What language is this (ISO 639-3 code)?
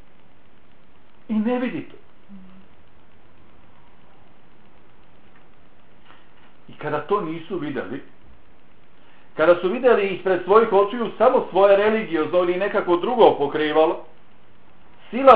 bos